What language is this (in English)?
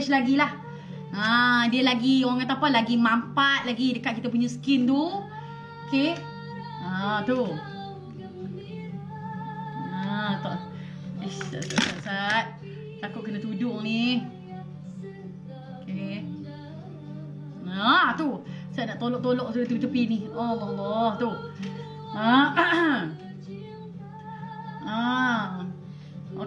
Malay